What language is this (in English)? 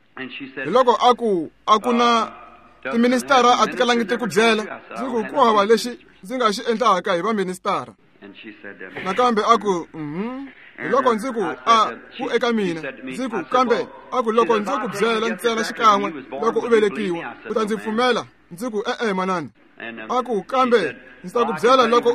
Tsonga